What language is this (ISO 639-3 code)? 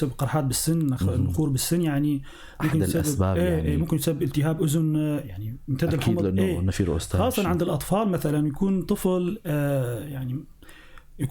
apc